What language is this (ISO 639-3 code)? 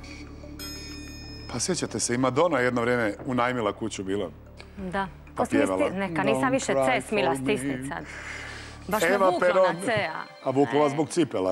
hrv